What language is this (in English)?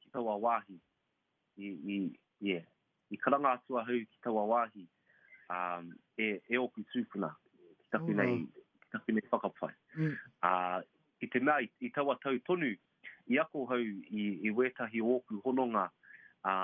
Māori